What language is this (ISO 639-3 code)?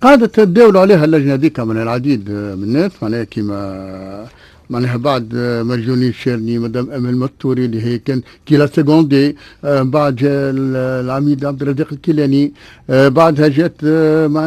aeb